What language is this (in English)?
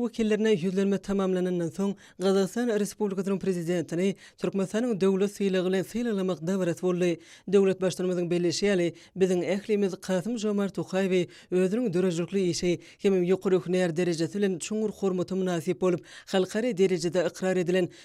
Turkmen